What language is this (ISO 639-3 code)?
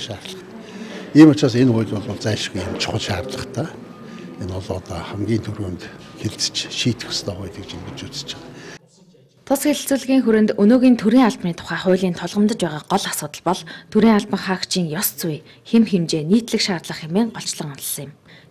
mon